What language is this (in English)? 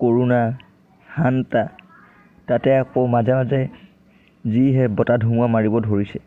Assamese